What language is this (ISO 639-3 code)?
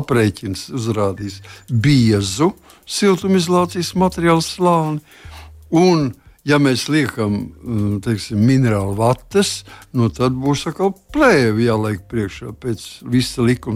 lav